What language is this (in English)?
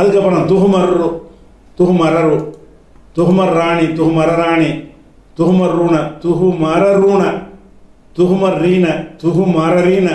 Tamil